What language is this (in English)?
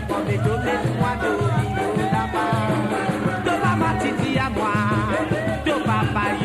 Morisyen